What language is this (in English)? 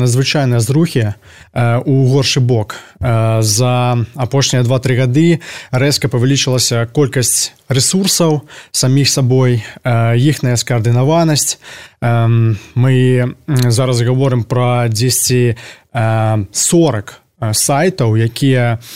Belarusian